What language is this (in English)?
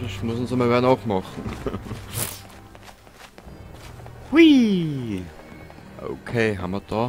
Bavarian